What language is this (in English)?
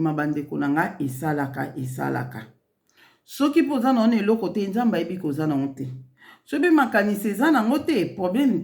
Lingala